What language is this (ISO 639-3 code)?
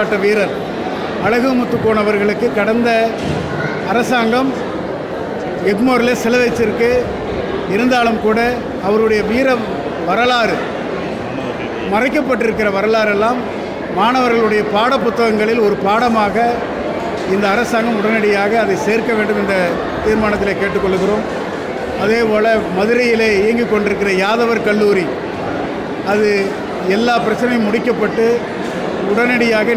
tam